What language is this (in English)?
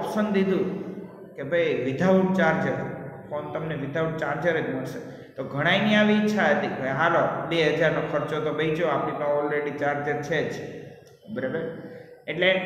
Gujarati